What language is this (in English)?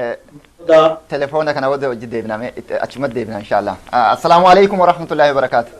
Oromo